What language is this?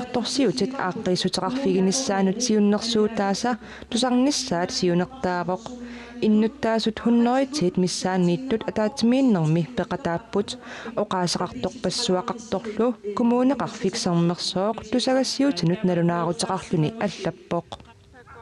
Kalaallisut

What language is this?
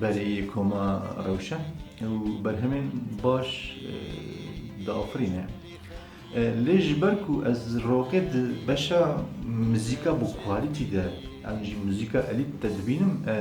Kurdish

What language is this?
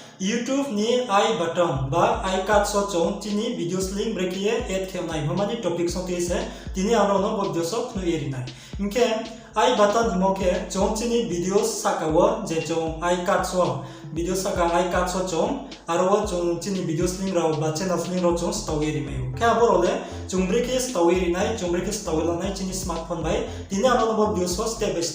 Riang (India)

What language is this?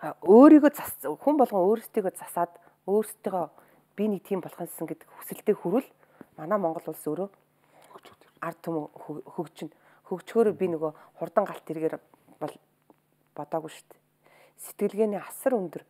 Mongolian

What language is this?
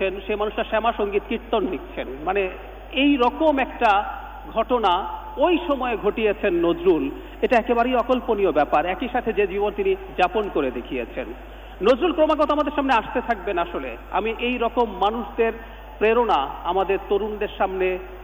Bangla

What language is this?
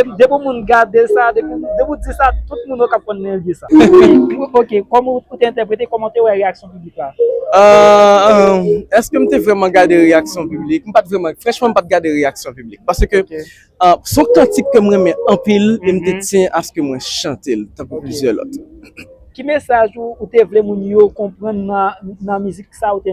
Haitian Creole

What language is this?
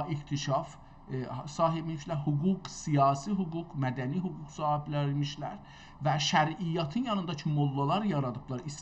South Azerbaijani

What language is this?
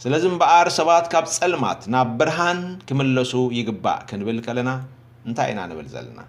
Tigrinya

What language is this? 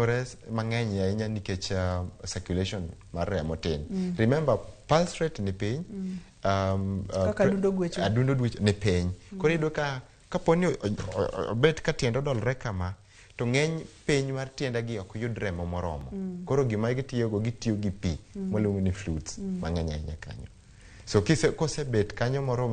Luo (Kenya and Tanzania)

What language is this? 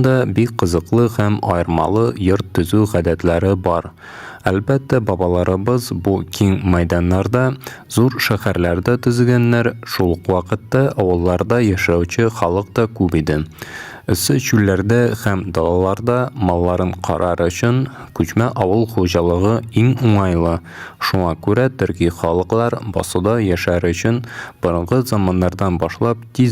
Tatar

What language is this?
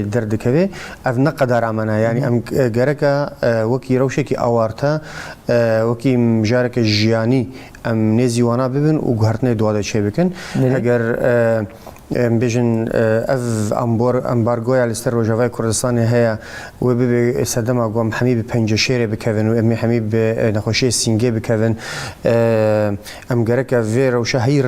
Kurdish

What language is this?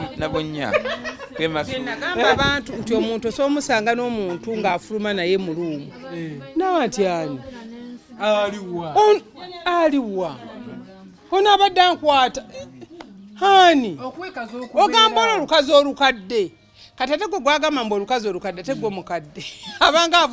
Ganda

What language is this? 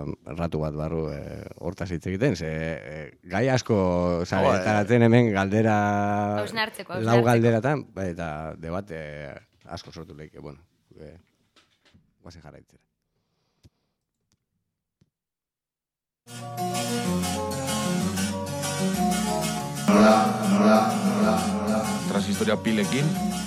Basque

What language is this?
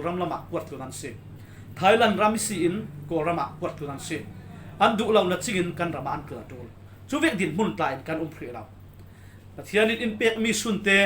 Falam Chin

